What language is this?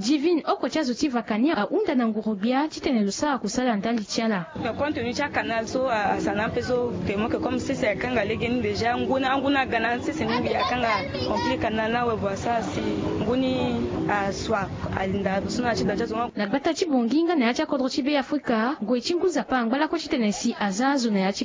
Sango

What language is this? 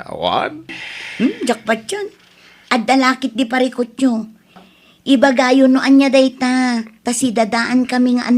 Iloko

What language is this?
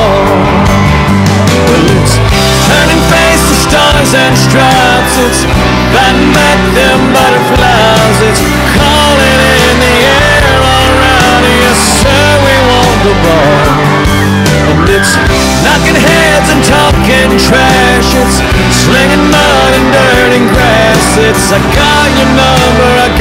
English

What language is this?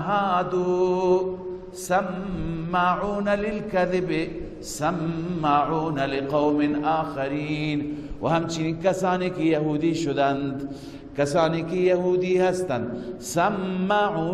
Persian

